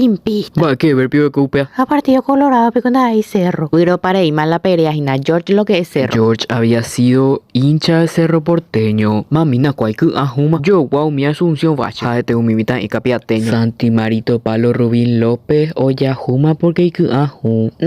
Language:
Guarani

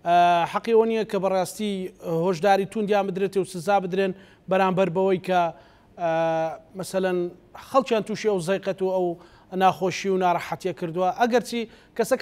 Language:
Central Kurdish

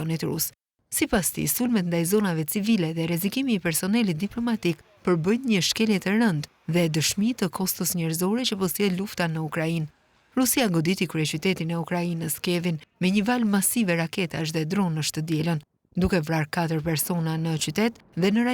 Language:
Albanian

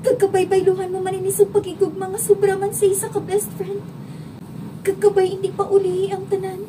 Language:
Hiligaynon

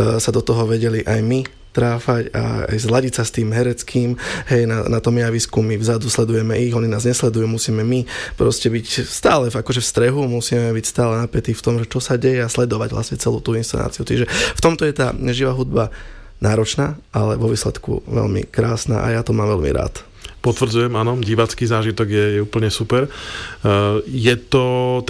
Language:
Slovak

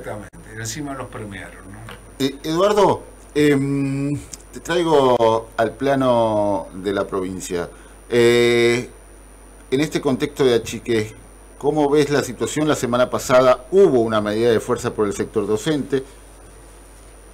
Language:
Spanish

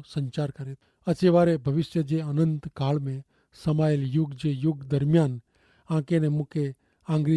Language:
Kachhi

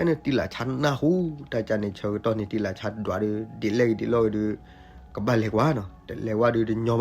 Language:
S'gaw Karen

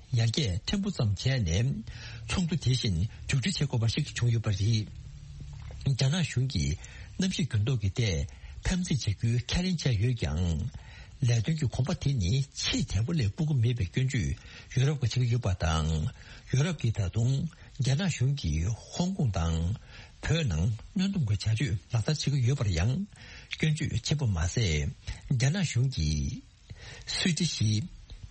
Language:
Tibetan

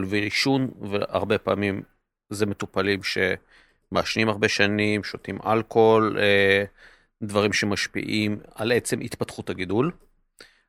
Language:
Hebrew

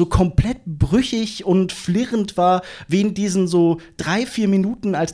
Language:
German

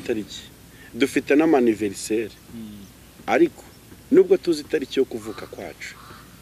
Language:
Kinyarwanda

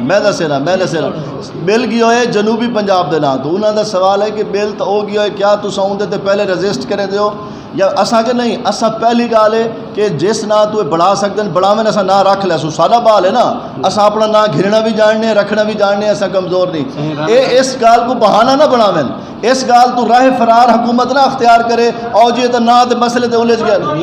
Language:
Saraiki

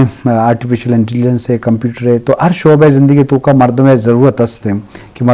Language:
Eastern Balochi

